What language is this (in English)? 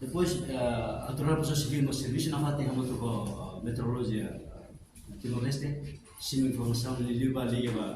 Tetum